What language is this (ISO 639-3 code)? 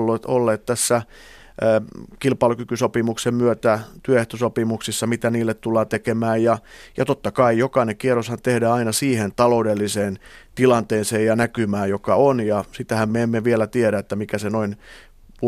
fin